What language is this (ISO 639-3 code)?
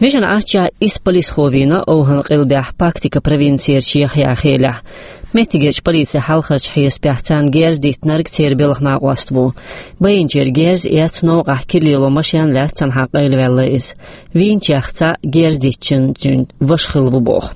che